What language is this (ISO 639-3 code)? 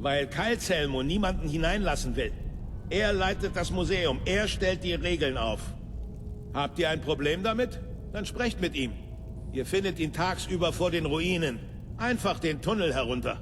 bar